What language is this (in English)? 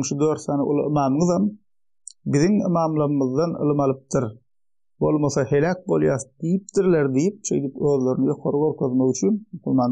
Turkmen